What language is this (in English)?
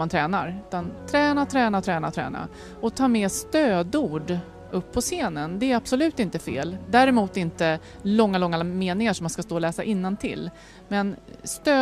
Swedish